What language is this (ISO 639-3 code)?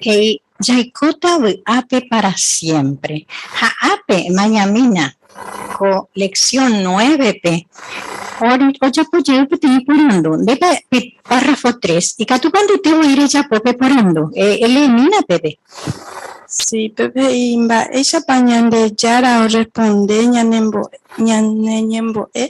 grn